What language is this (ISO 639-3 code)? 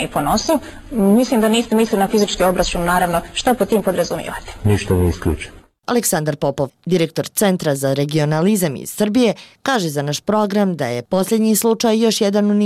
bos